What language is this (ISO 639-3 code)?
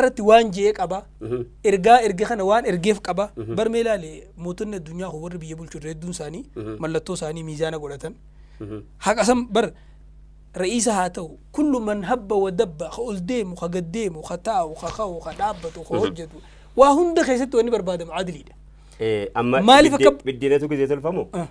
orm